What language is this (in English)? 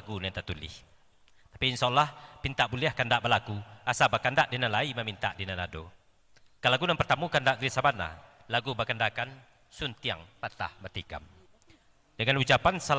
Minangkabau